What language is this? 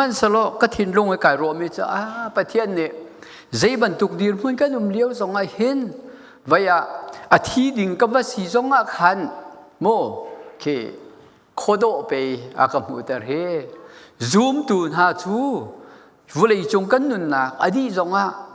Hakha Chin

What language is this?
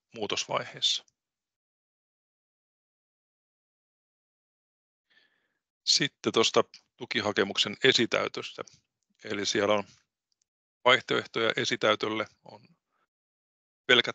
Finnish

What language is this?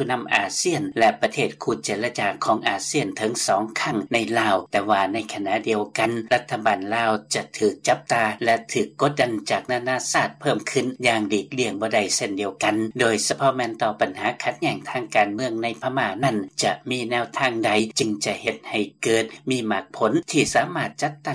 Lao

